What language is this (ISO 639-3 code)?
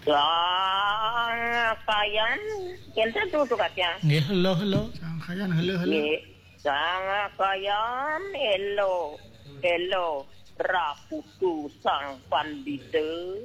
ban